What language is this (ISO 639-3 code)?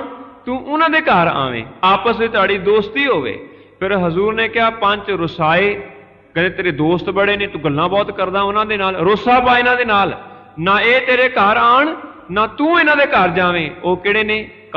pan